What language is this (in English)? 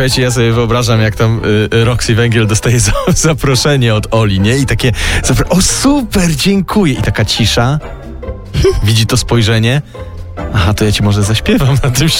Polish